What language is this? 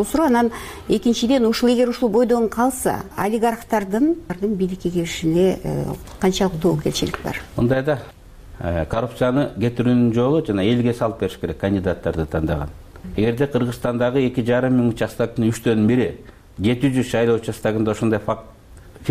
Kyrgyz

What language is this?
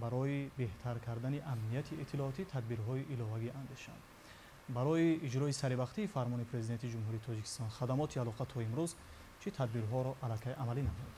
Tajik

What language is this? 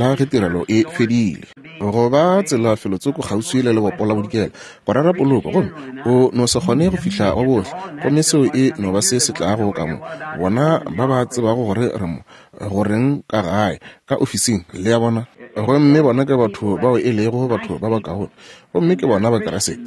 Northern Sotho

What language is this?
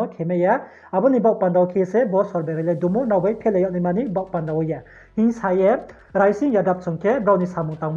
Riang (India)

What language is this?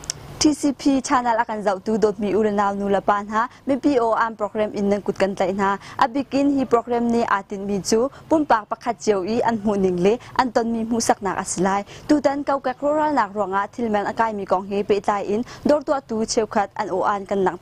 Hakha Chin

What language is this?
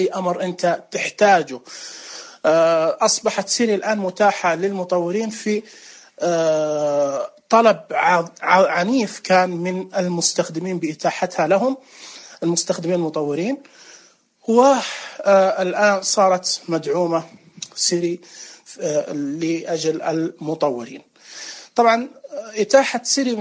Najdi Arabic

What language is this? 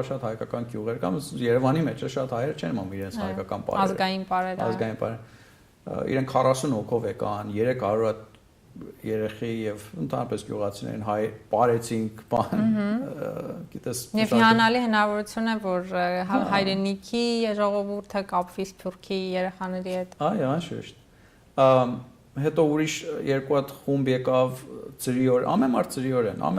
Western Armenian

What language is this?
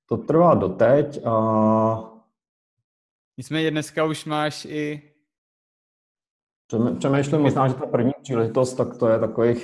Czech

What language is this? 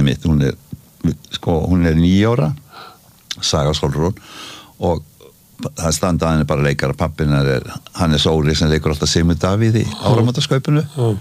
Icelandic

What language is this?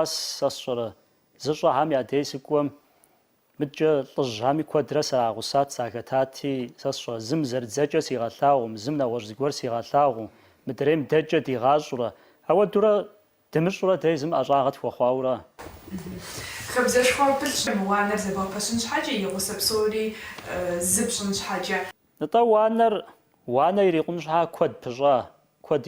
Kabardian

